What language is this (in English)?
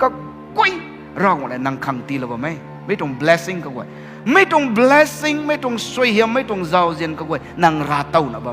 Rongmei Naga